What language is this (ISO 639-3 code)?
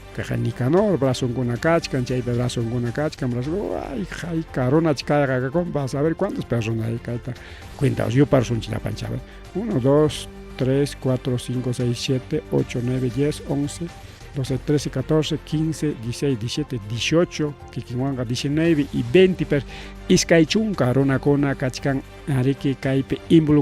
quy